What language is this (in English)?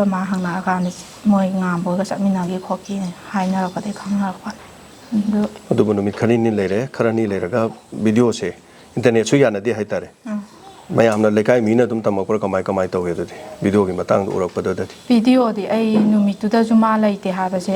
Manipuri